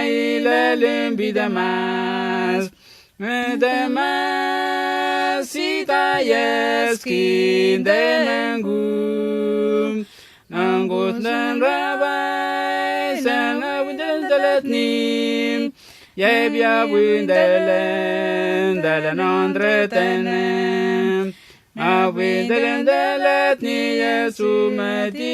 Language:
Letemboi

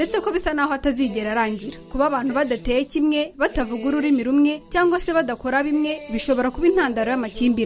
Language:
Kinyarwanda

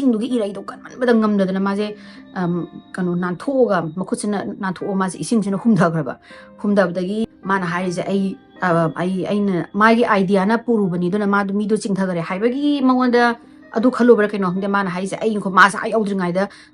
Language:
Manipuri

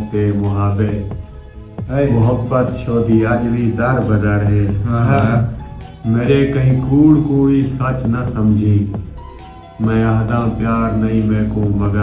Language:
Saraiki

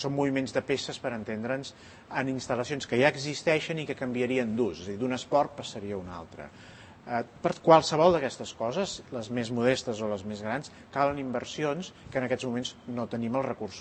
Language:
Catalan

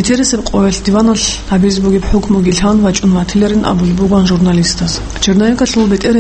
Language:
Avaric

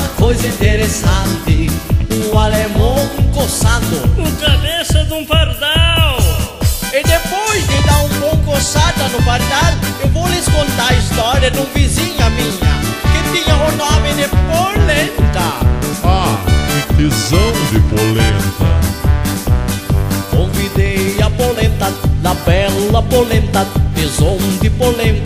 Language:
Portuguese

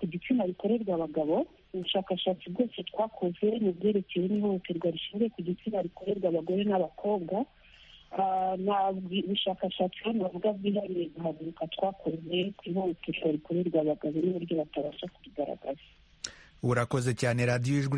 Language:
Kinyarwanda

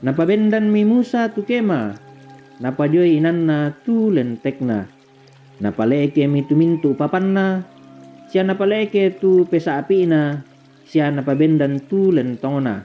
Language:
Toraja-Sa'dan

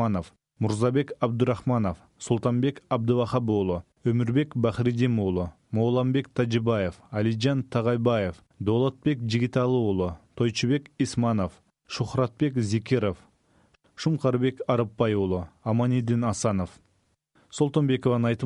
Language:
Kyrgyz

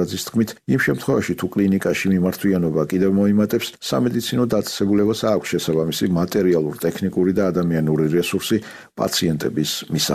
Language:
Georgian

